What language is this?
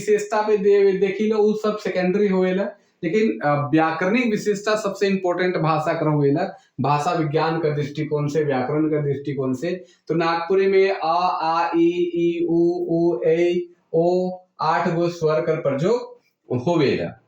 Sadri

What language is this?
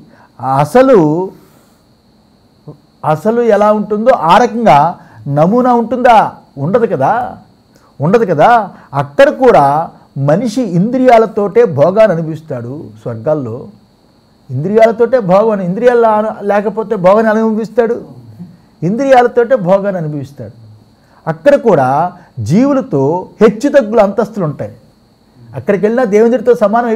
Telugu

